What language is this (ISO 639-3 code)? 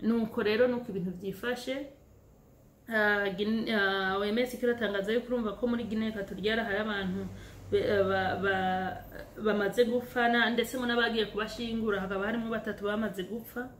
run